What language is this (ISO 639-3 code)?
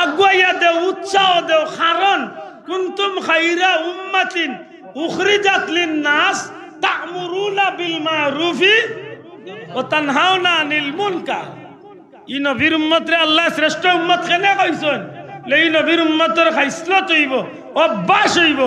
syl